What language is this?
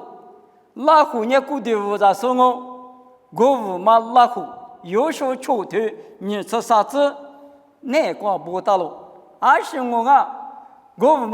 Lisu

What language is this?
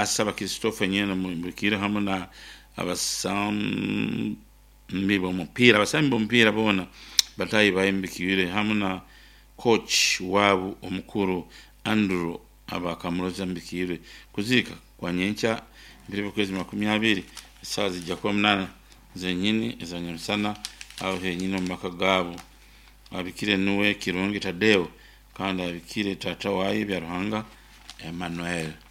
Nyankole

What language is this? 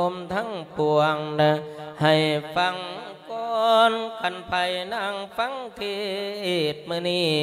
Lao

